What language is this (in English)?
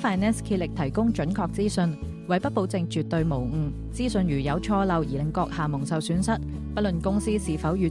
Cantonese